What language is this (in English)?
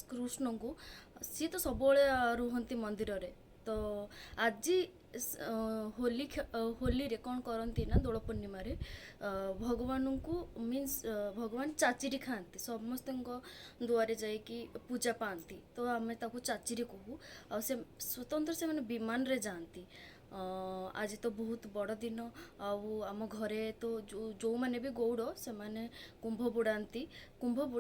Odia